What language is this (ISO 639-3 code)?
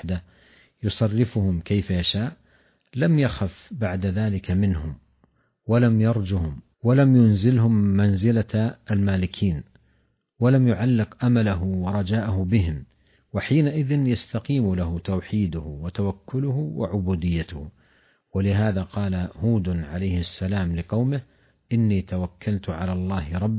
ara